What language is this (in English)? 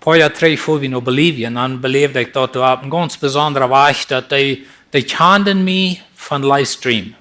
Plautdietsch